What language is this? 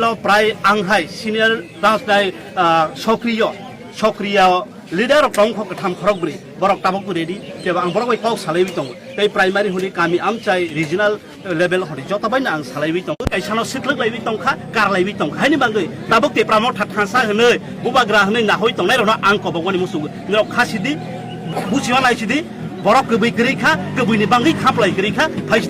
Riang (India)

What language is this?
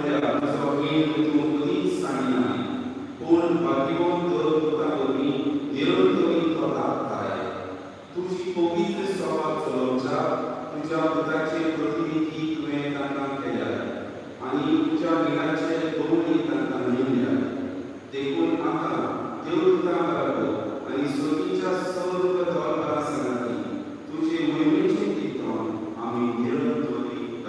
Konkani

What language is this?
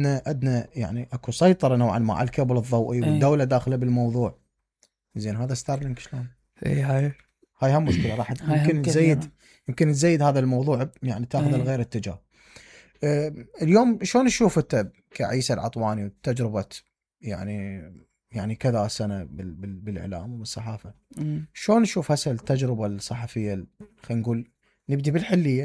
Mesopotamian Arabic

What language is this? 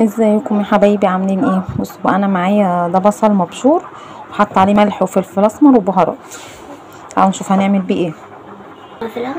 Egyptian Arabic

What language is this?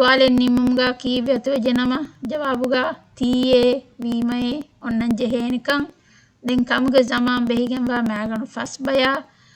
Divehi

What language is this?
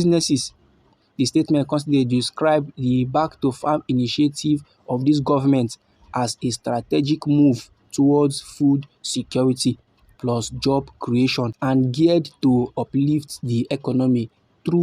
Nigerian Pidgin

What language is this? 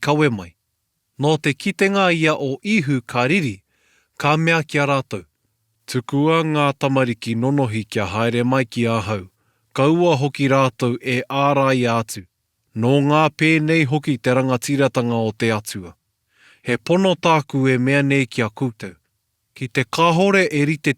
Māori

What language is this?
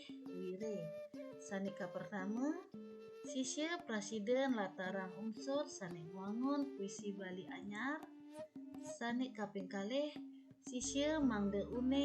Balinese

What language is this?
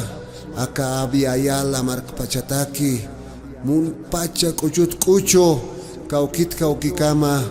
Aymara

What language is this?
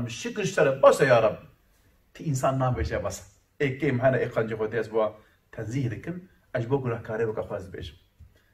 Kurdish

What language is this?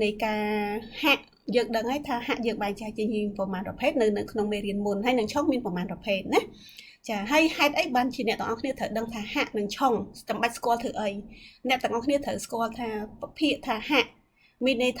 Khmer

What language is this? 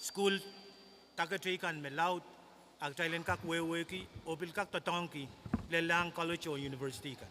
Pohnpeian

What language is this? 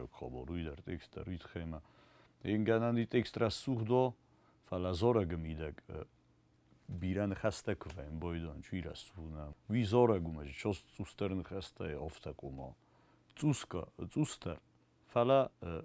Ossetic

